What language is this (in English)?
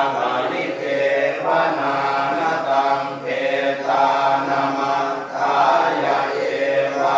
Pali